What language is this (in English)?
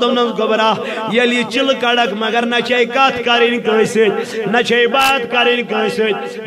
Kashmiri